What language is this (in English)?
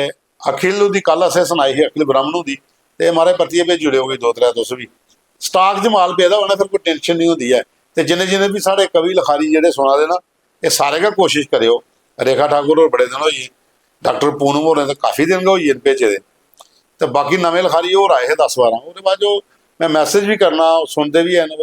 Dogri